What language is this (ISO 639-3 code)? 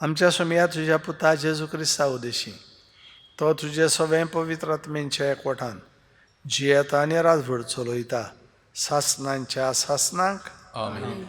kok